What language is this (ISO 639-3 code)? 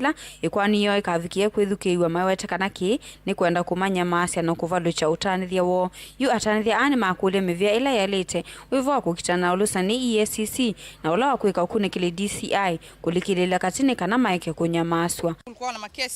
kam